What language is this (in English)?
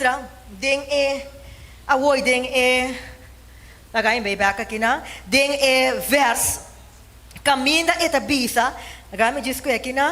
Papiamento